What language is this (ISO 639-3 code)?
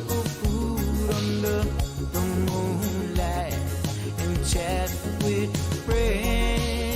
pon